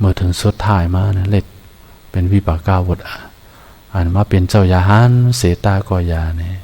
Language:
Shan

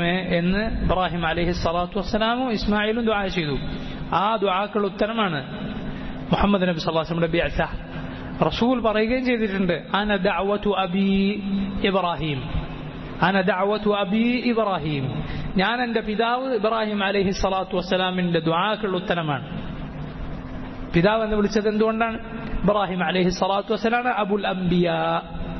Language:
Malayalam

